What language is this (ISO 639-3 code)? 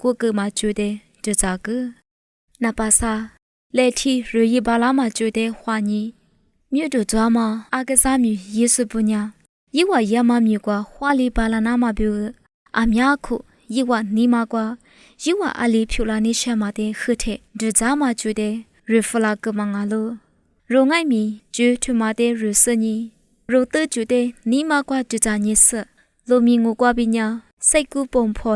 lis